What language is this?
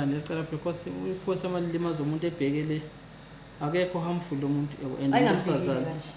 Zulu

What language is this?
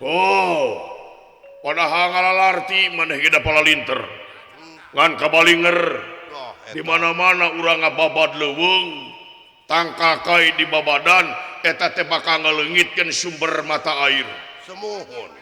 Sundanese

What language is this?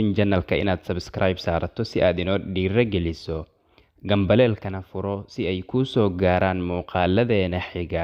Somali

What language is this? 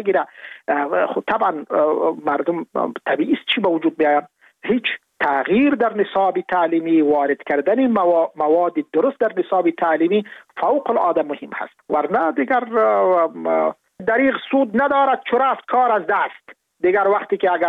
Persian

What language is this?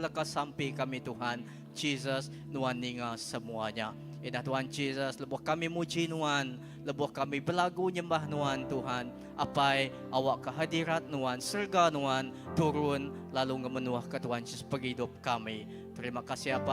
Iban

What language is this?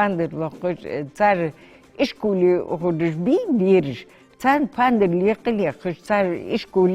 Ingush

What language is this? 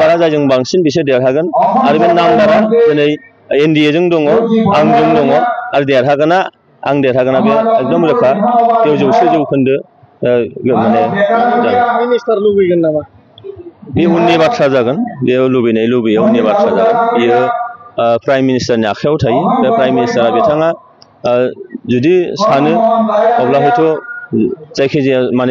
Bodo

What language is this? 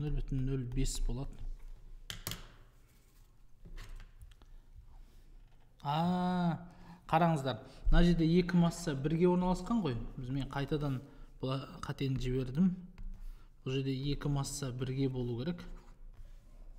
Kazakh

